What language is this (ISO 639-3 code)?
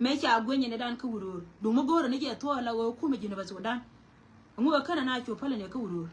nus